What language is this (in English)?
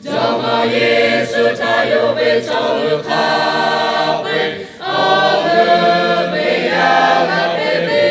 Lahu